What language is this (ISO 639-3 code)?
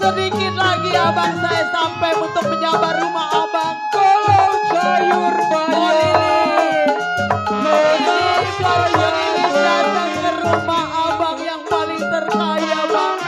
bew